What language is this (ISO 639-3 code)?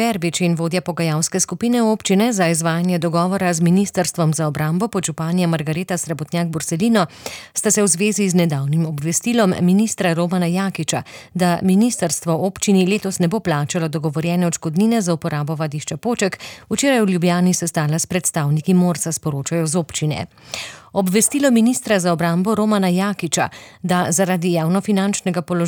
slv